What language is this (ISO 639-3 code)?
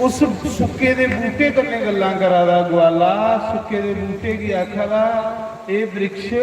doi